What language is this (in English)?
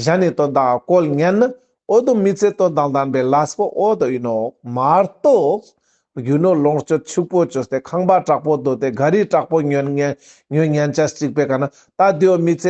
Ladakhi